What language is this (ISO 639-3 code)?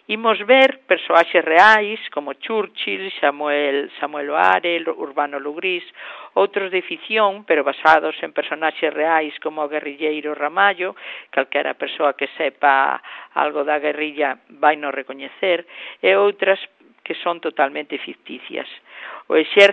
glg